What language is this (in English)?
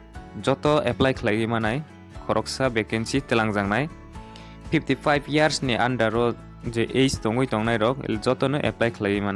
Kok Borok